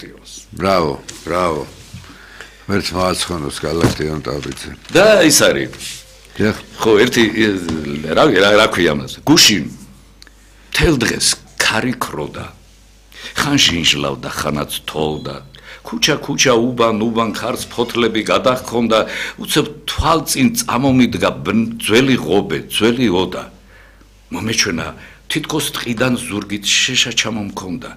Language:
Georgian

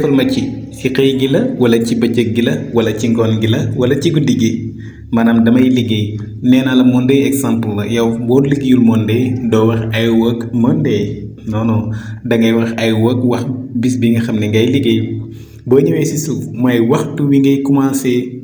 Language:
Wolof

